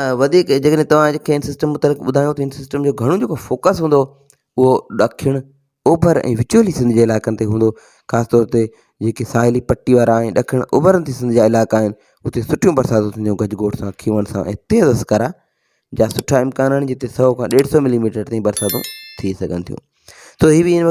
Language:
Sindhi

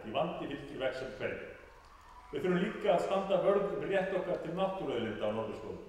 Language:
Icelandic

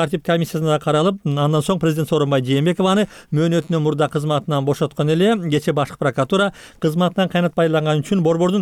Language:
Kyrgyz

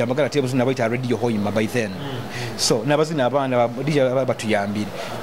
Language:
Nyoro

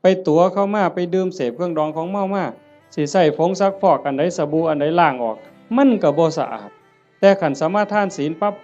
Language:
Northeastern Thai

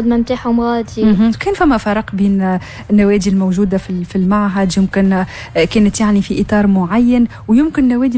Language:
Tunisian Arabic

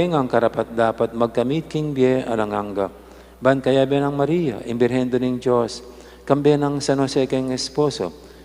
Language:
Pampanga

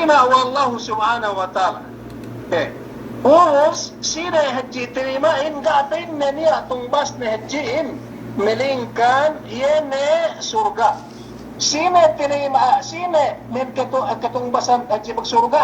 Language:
Yakan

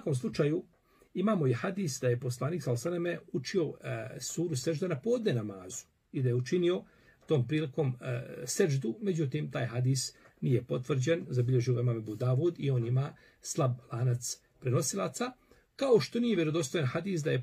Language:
Bosnian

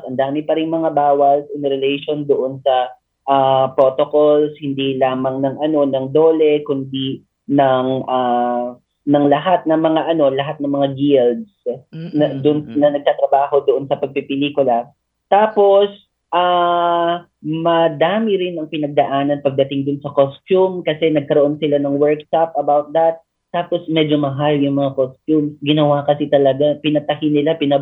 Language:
Filipino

